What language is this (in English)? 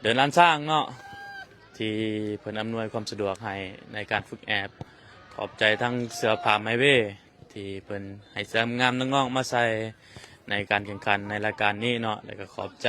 Lao